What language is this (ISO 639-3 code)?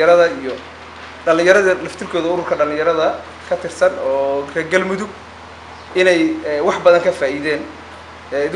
som